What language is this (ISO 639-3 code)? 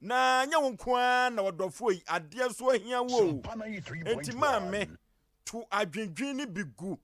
aka